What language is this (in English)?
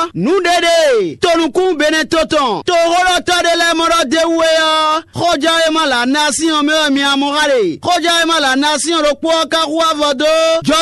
Fon